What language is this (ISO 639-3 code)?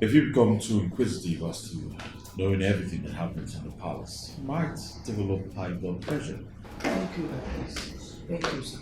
pcm